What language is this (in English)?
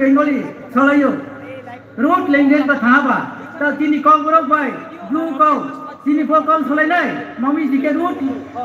Riang (India)